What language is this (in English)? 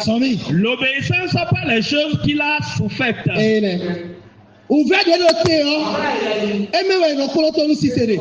Fon